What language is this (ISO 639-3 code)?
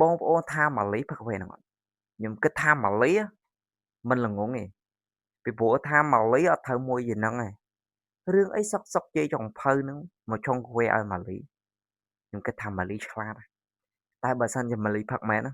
khm